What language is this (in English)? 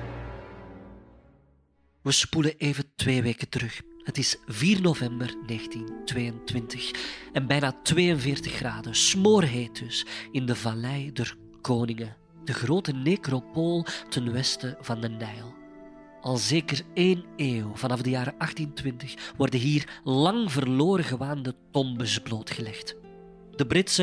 Dutch